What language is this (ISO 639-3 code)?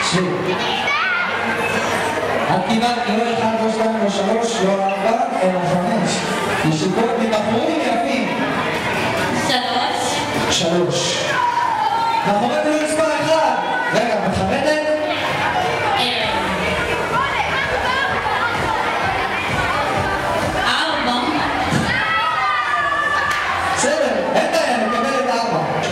heb